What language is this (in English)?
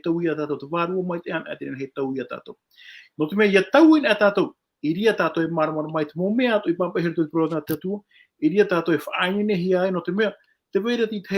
Tahitian